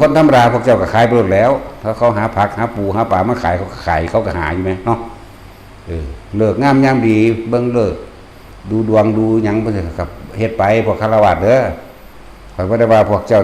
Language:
Northeastern Thai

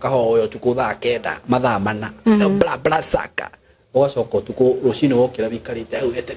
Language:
Kikuyu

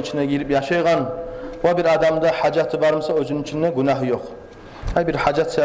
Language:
Kumyk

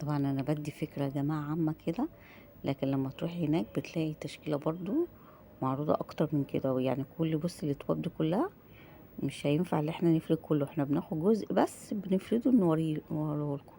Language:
Egyptian Arabic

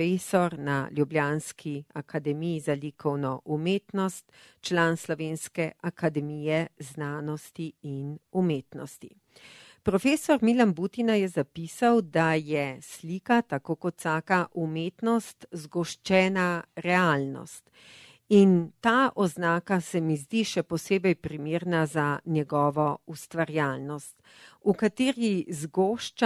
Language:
Slovenian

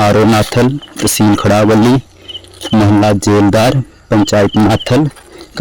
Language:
Dogri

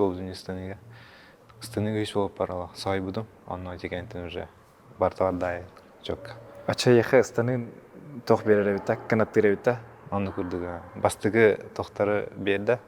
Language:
Yakut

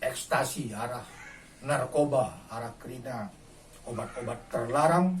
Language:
Batak Karo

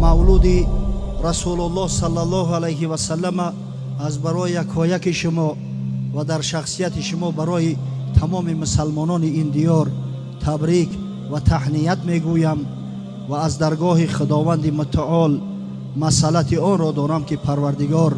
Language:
Tajik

